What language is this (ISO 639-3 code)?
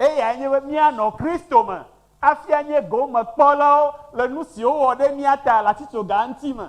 ewe